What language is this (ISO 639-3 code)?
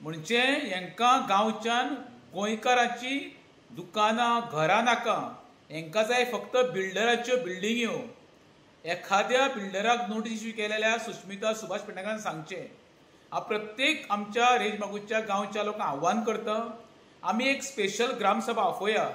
kok